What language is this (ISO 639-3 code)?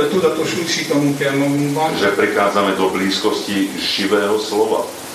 slk